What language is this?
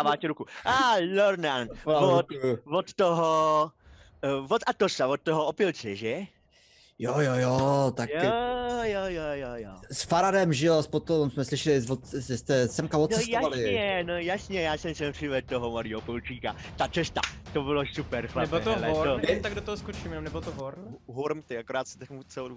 Czech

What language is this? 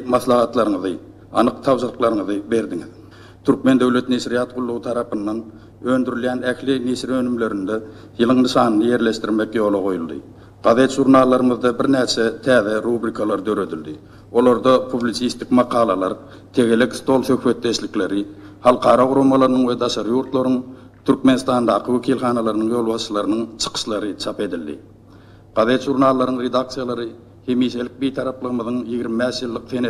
Turkmen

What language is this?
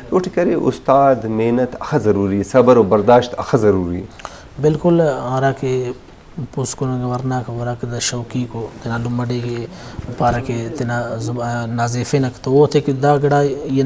Brahui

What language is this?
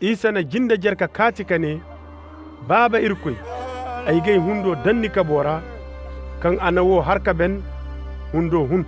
Koyraboro Senni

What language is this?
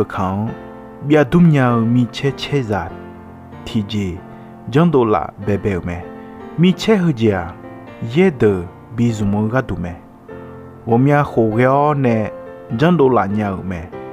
Akha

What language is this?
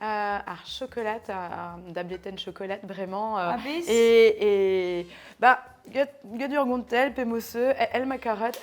Breton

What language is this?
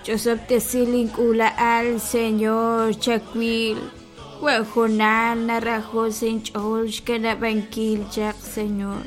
Kekchí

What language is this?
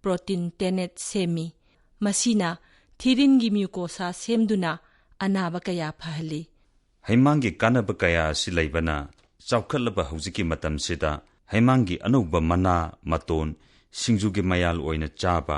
Manipuri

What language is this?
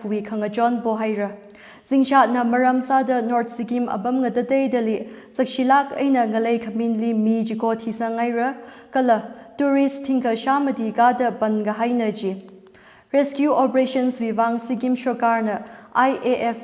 Tangkhul Naga (India)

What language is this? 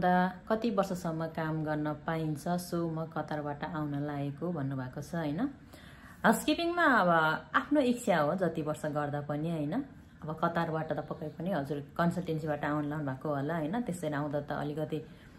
Nepali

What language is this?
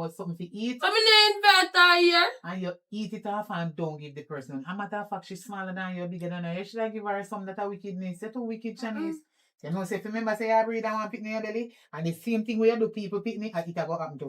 Jamaican Creole English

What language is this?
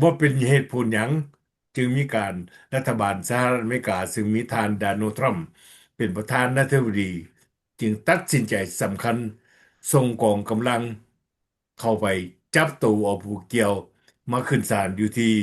Lao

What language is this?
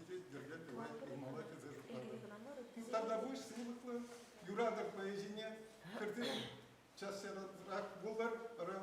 Chuvash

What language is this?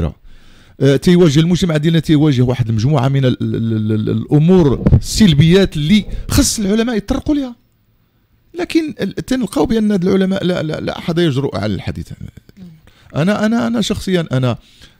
Moroccan Arabic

